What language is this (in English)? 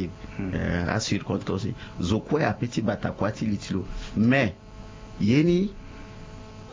Sango